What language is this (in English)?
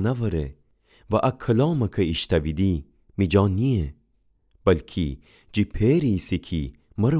Gilaki